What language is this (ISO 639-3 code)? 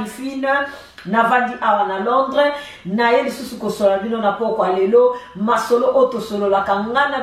lin